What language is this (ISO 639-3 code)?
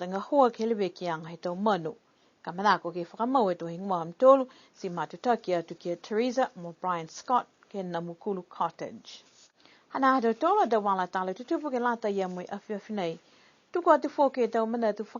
niu